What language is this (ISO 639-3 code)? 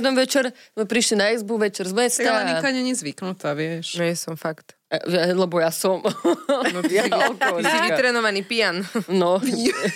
slk